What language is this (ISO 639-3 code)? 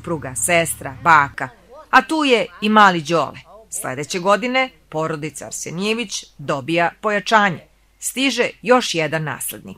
srp